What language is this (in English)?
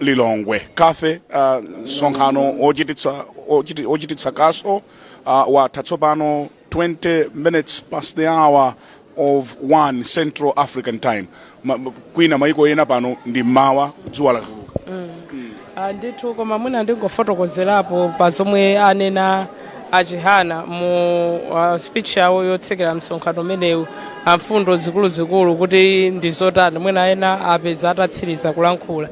Nyanja